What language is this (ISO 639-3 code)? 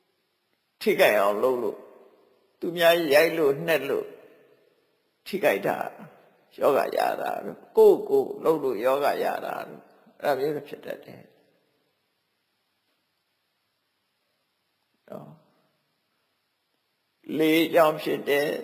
mya